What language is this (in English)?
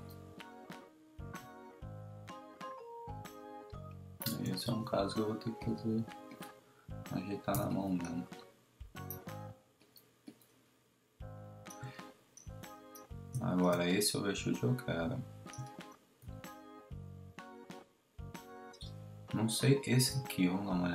Portuguese